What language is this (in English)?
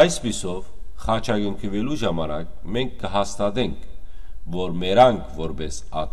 Western Armenian